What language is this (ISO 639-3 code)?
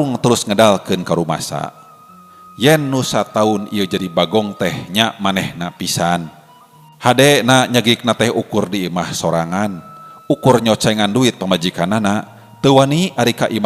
sun